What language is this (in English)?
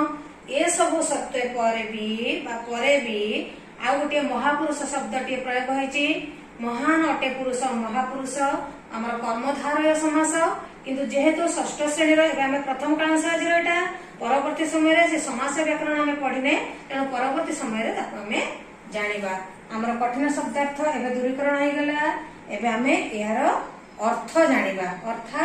Odia